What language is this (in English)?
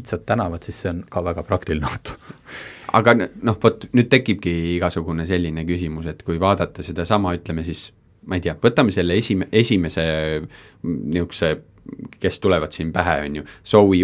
Estonian